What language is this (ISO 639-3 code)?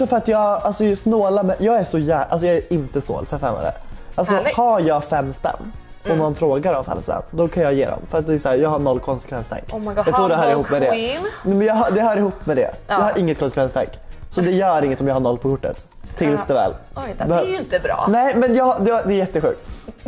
swe